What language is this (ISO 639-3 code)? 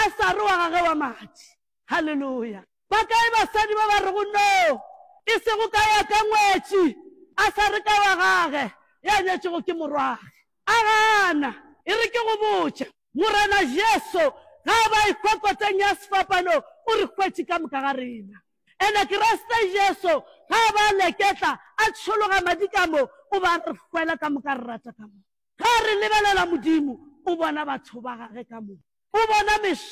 nso